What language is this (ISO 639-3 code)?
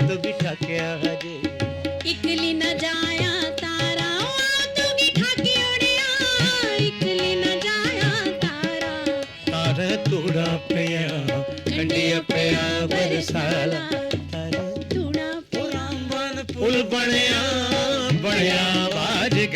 doi